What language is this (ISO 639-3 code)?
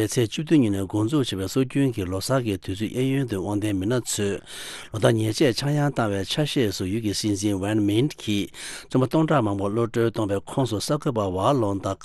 bod